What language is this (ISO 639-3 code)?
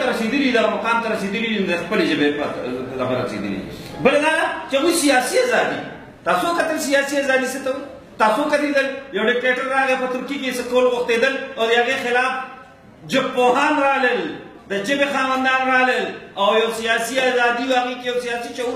pus